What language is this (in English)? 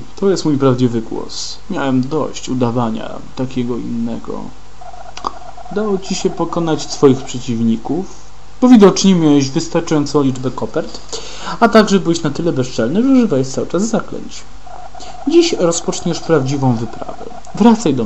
Polish